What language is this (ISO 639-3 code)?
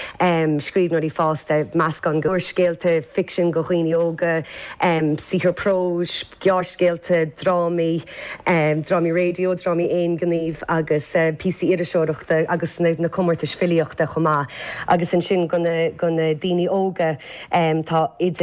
gle